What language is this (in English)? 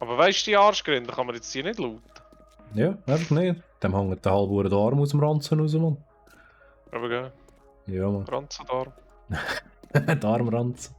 Swiss German